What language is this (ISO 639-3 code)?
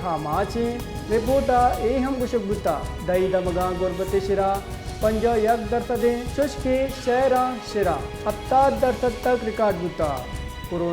bal